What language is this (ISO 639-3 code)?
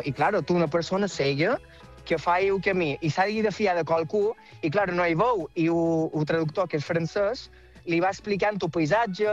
cat